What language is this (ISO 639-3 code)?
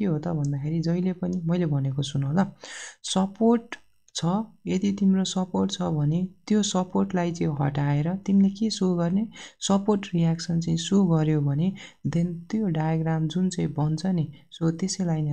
nep